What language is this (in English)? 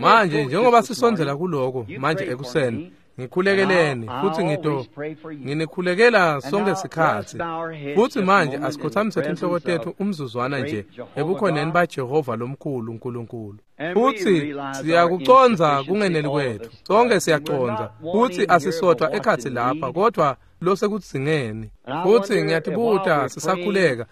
Swati